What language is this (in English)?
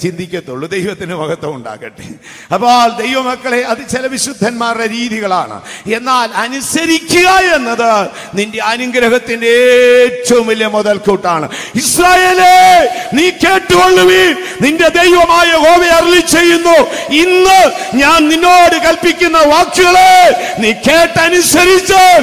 Malayalam